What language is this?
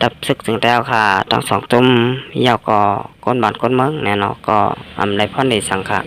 Shan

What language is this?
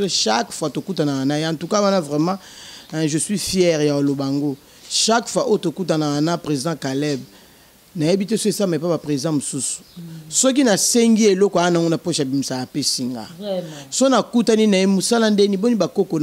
Lingala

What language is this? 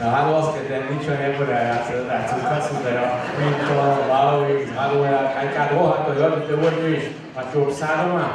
Upper Sorbian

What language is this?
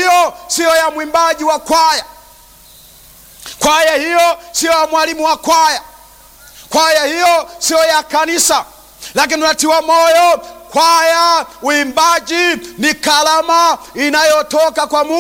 Swahili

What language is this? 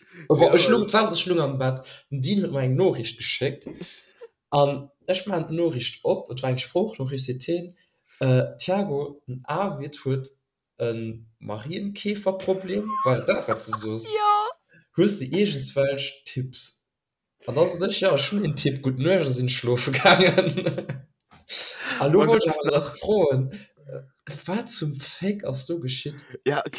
Luxembourgish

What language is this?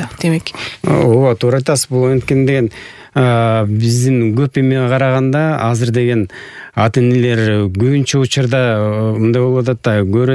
Kyrgyz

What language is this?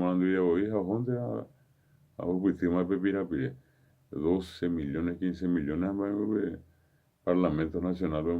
Guarani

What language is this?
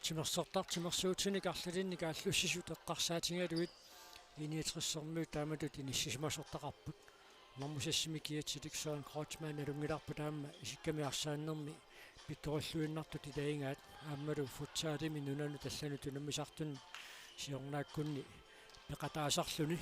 Kalaallisut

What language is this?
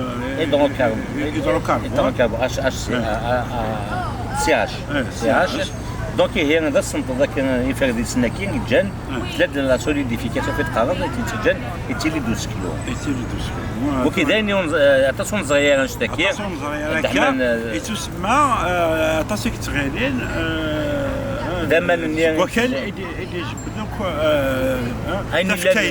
Kabyle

